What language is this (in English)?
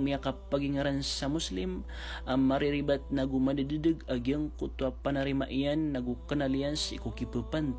Maranao